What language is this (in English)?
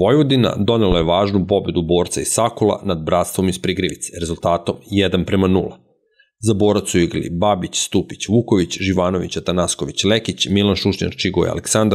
Serbian